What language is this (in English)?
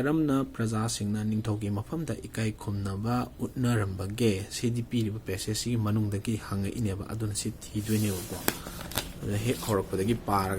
Manipuri